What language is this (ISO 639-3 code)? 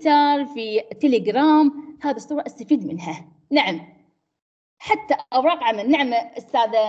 ara